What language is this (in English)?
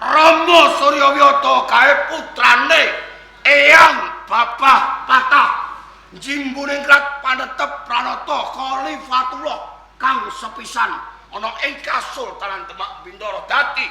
Javanese